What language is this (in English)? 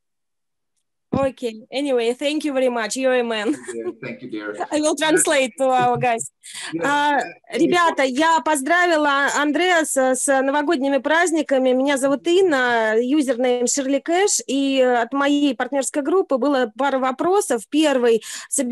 Russian